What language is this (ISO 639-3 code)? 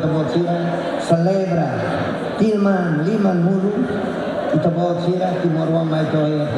tet